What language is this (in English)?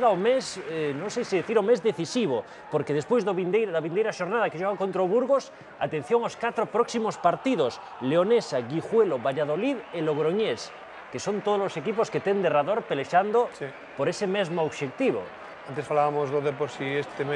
Galician